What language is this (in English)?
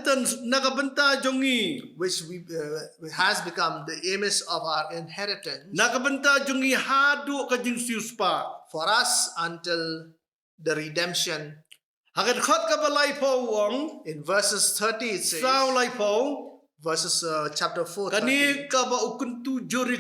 Khasi